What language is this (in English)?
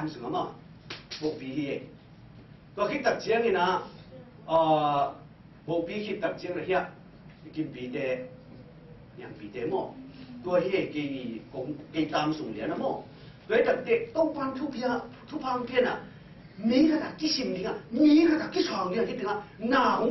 Tedim Chin